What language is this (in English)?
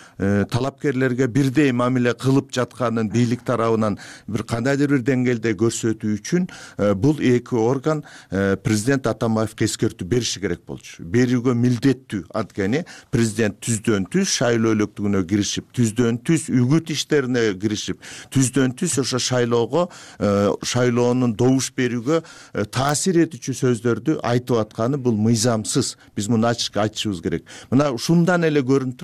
Kyrgyz